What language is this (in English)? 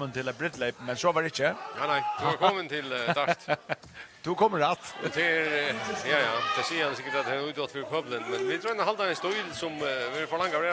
Faroese